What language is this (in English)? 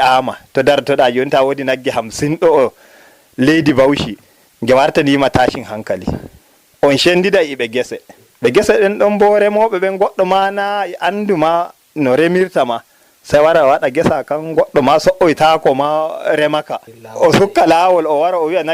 Fula